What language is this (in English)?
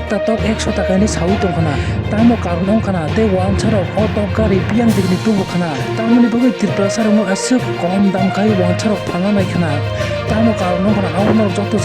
Kok Borok